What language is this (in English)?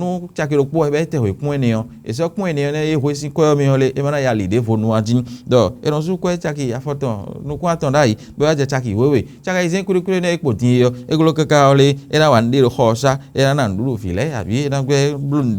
Fon